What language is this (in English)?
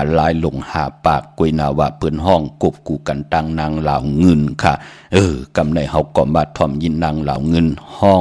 Shan